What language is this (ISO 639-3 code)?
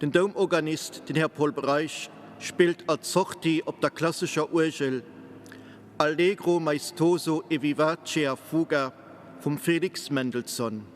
ltz